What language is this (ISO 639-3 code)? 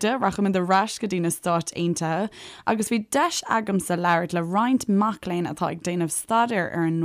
gle